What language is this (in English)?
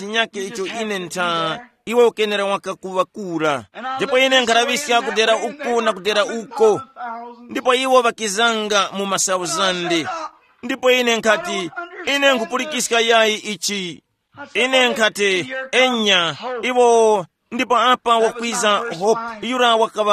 Tumbuka